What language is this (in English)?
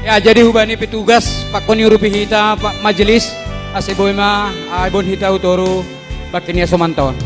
Batak Simalungun